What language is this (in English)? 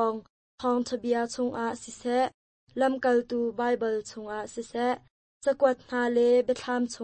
Hakha Chin